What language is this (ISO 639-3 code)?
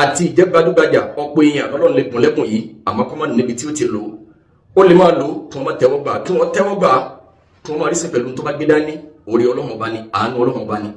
yor